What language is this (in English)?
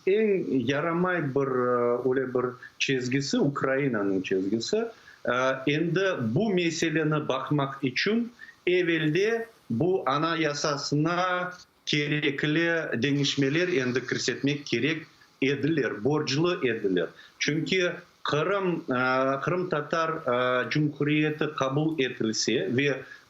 Crimean Tatar